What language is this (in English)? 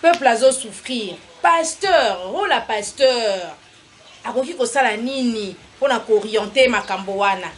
Lingala